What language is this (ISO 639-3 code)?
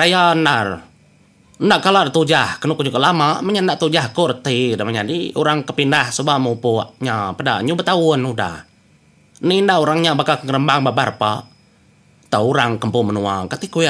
iba